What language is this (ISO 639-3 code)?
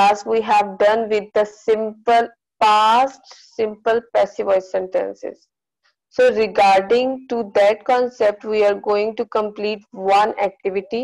eng